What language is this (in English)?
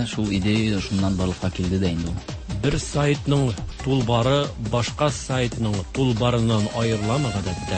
Tatar